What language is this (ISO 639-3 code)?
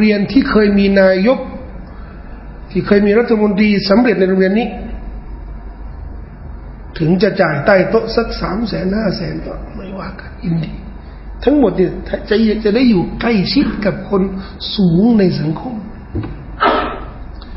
tha